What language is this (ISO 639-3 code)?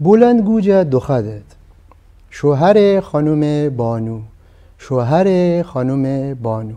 glk